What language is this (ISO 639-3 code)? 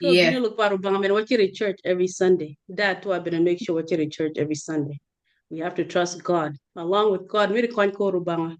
ach